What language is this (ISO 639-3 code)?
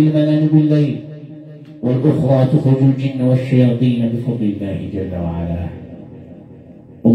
ara